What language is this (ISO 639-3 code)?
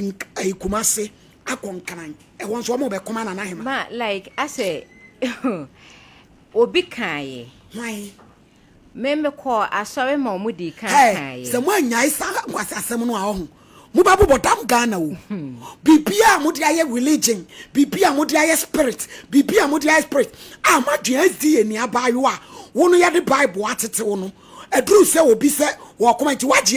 aka